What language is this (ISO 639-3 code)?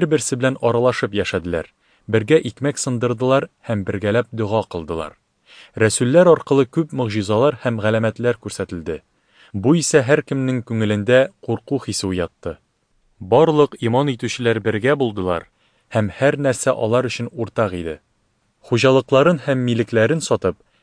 tat